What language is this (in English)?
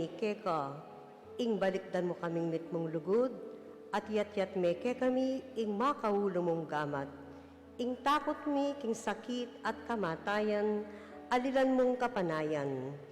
Pampanga